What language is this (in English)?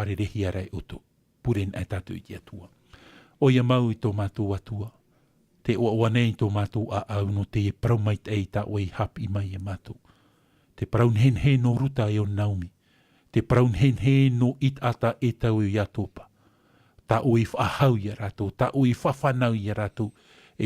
Tahitian